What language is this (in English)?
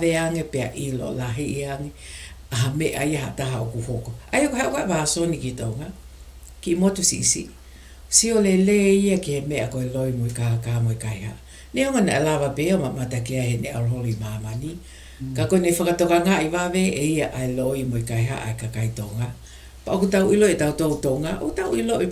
Tongan